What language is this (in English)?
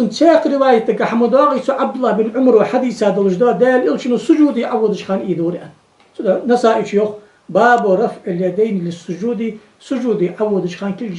Ingush